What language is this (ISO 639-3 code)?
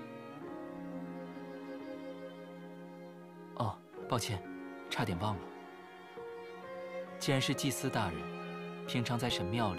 zho